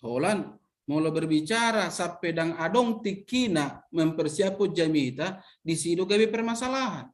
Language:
Batak Toba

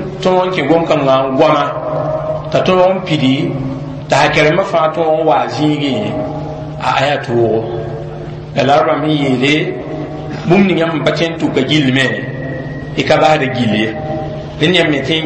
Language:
Mossi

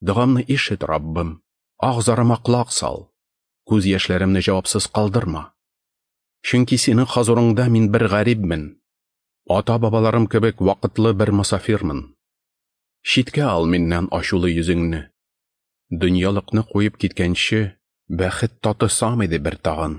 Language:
Tatar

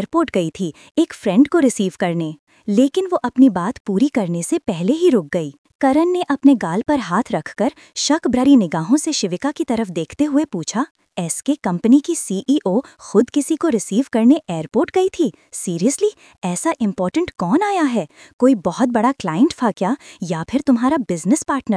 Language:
Hindi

